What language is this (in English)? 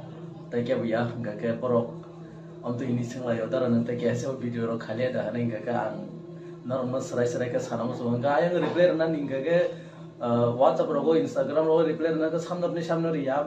Kok Borok